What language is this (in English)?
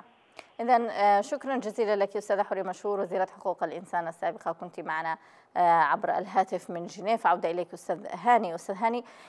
Arabic